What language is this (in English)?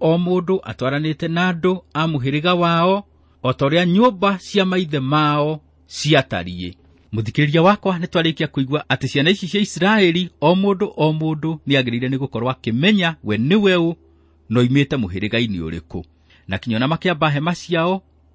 Kikuyu